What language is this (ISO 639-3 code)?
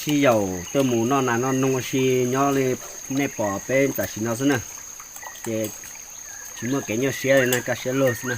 hmn